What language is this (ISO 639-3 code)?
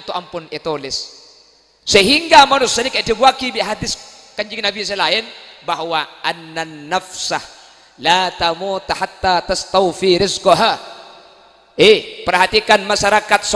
mad